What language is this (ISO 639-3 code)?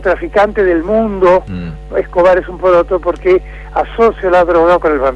spa